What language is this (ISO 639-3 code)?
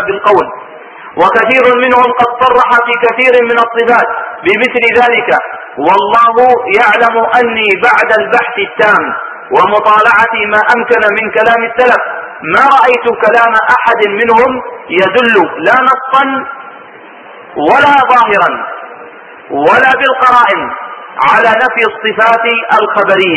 ara